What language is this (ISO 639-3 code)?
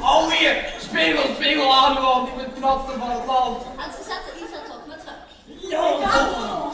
lim